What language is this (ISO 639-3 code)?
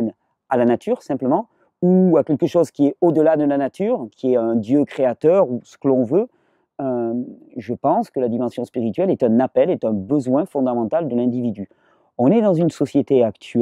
fra